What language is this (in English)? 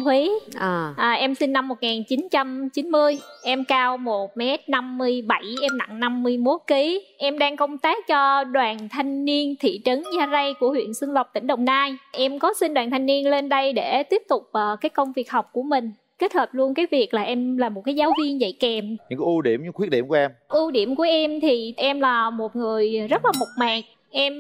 Vietnamese